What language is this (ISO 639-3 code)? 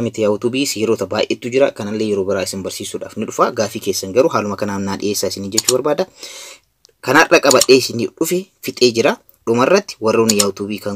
orm